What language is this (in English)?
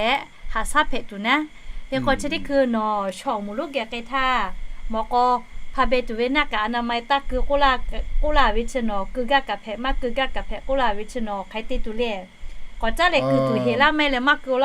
Lahu